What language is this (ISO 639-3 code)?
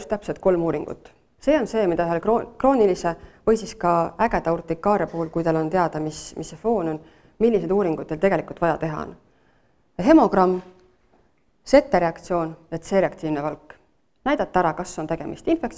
est